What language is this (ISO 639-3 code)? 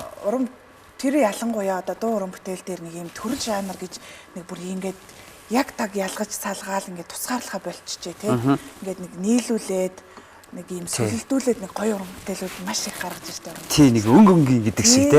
mon